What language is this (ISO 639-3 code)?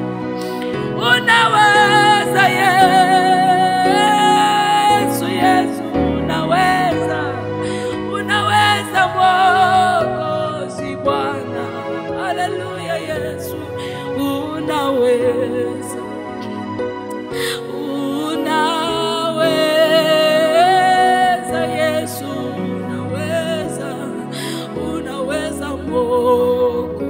swa